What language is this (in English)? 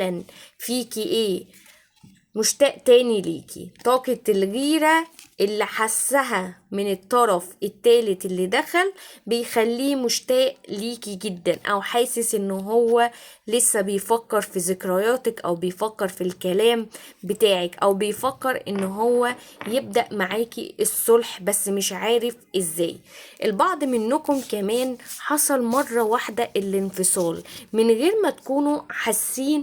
Egyptian Arabic